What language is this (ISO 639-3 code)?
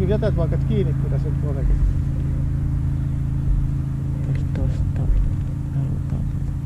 fin